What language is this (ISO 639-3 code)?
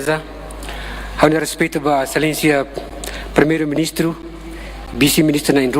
tet